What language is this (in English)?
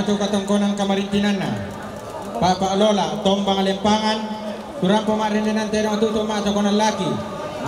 Toraja-Sa'dan